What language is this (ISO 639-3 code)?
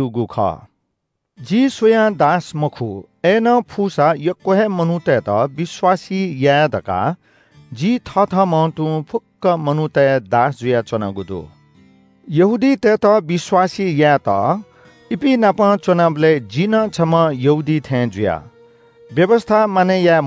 new